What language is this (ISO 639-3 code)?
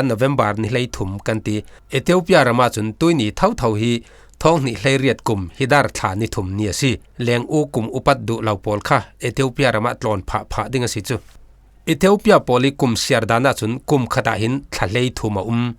cfm